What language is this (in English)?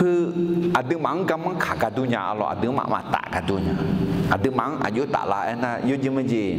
Akha